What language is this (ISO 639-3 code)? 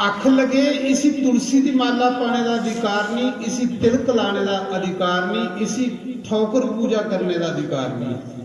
doi